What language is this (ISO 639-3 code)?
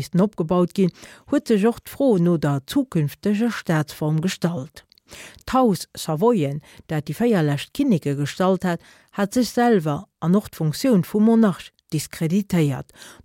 ltz